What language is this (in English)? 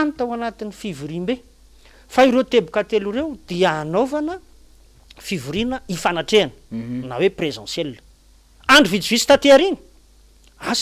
Malagasy